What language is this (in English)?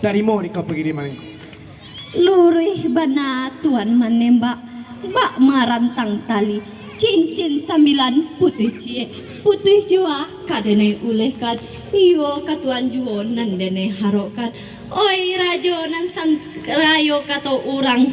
Minangkabau